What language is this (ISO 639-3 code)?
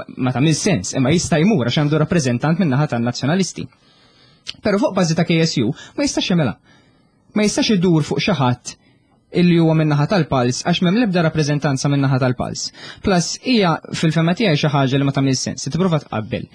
mlt